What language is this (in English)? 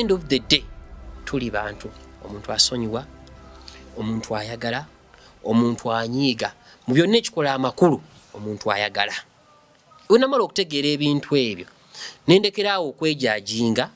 Ganda